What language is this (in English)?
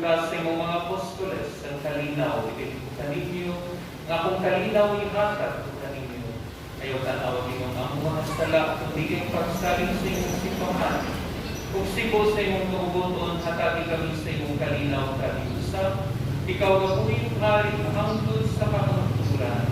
Cebuano